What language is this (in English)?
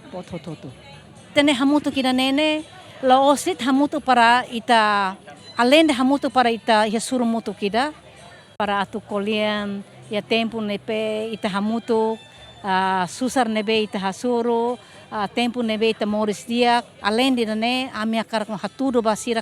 Tetum